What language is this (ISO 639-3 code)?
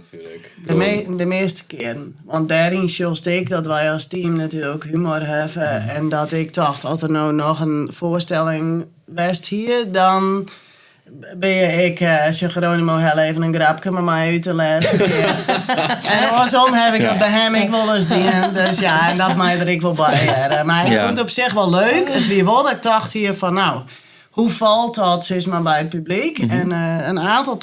fry